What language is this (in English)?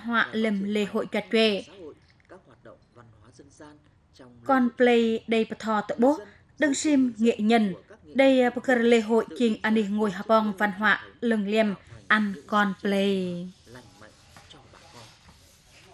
Vietnamese